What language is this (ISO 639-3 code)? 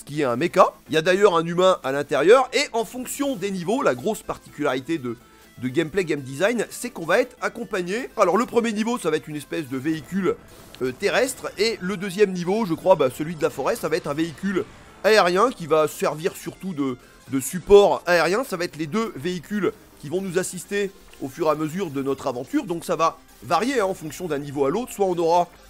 fra